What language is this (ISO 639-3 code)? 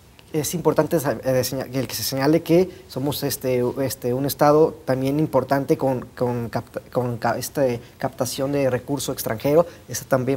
spa